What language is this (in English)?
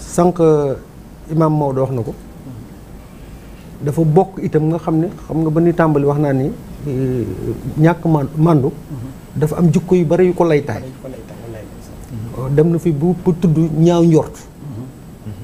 Wolof